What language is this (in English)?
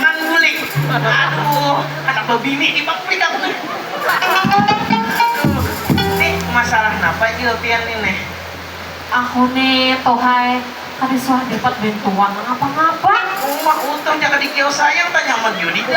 Banjar